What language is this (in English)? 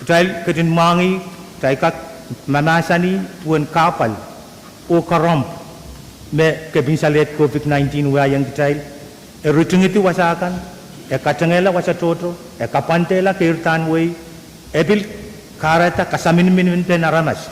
Pohnpeian